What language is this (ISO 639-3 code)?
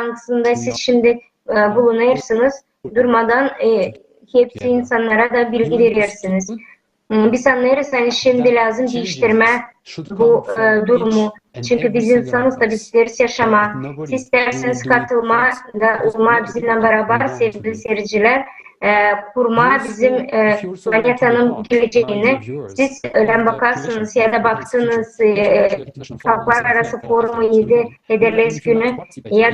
gag